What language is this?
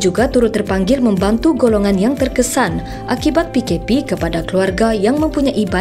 Malay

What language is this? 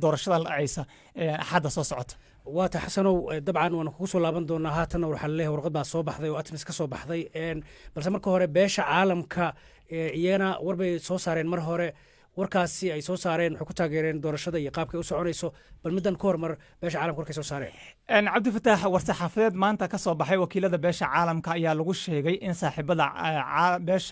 Somali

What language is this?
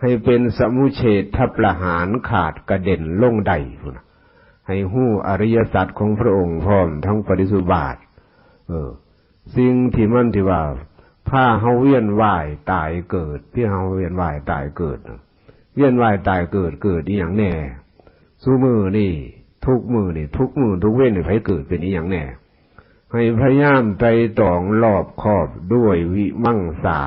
Northeastern Thai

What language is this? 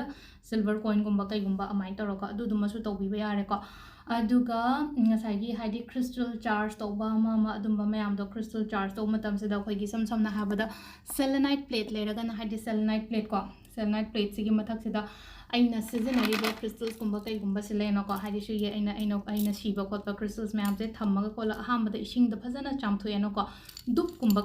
Manipuri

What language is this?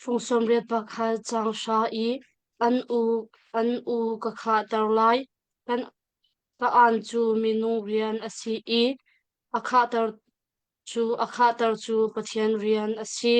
Hakha Chin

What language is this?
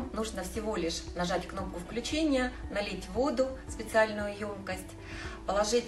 Russian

